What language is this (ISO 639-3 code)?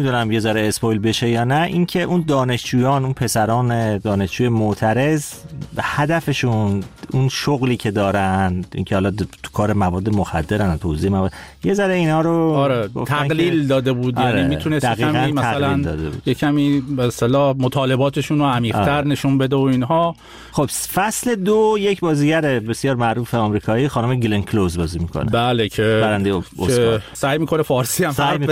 fas